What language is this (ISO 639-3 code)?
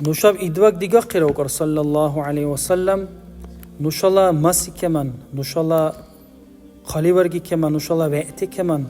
dar